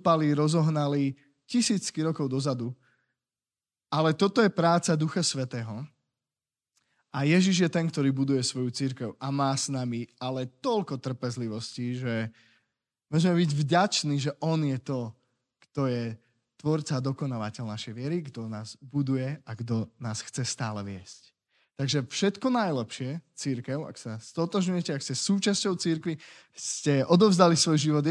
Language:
Slovak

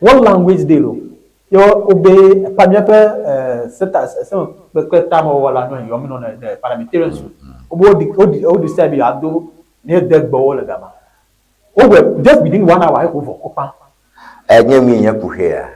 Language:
Ewe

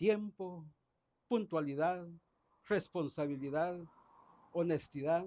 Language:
Poqomchi'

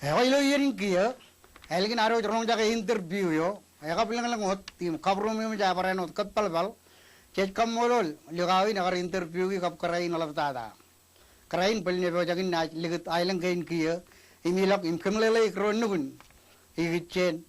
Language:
Marshallese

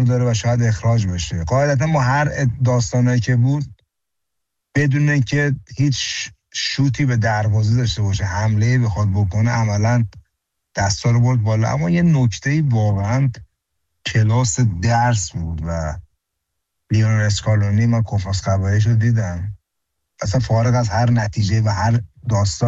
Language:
Persian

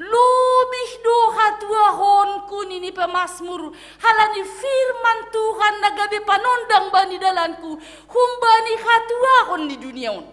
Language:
Batak Simalungun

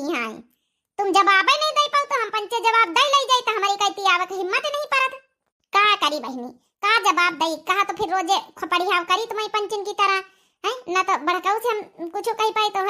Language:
Awadhi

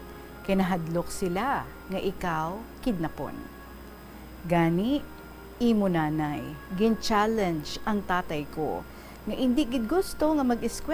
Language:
Hiligaynon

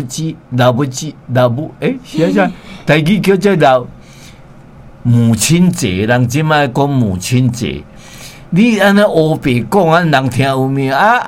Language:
Min Nan Chinese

